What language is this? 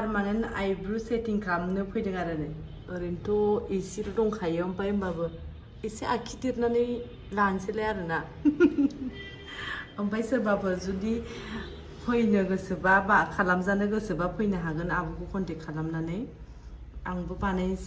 Bodo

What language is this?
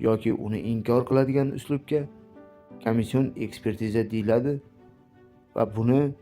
Uzbek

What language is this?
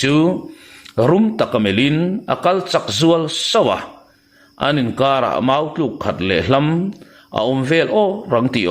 Mizo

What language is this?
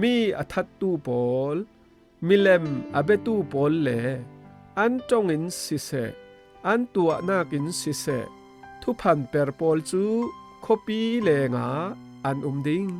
Falam Chin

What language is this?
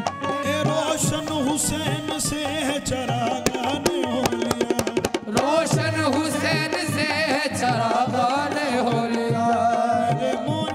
Hindi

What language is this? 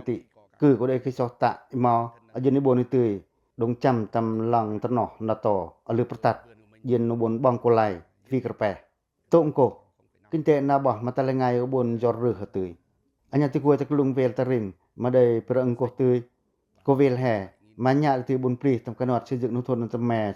Pacoh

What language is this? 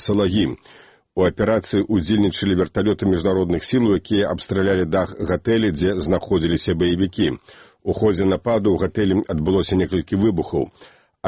Belarusian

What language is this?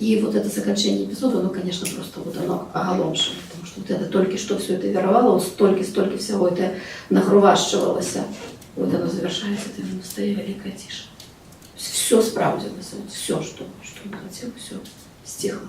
Belarusian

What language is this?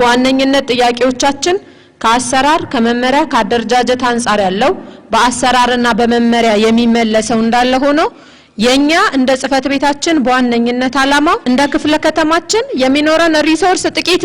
Amharic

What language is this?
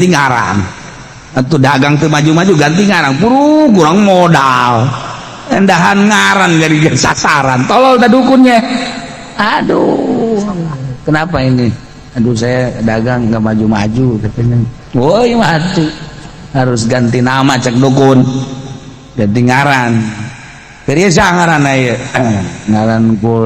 Sundanese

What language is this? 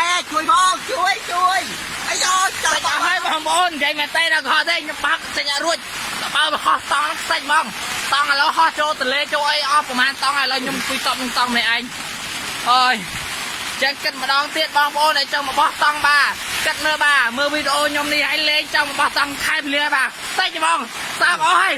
Khmer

